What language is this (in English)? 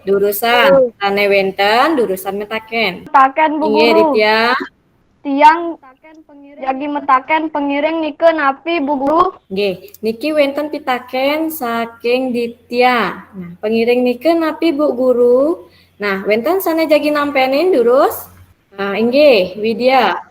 Balinese